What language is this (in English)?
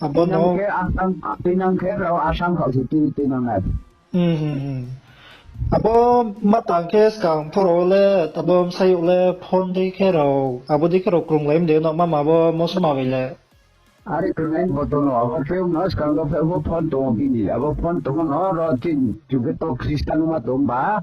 Riang (India)